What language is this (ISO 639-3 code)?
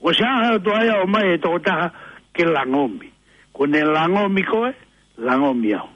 ton